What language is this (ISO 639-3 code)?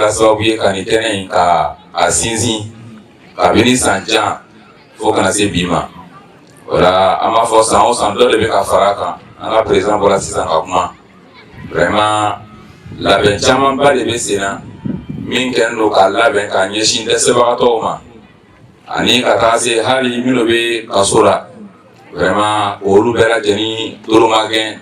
bam